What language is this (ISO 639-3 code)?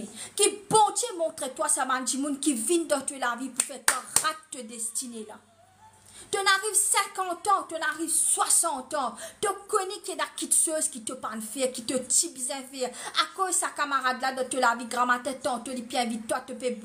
mfe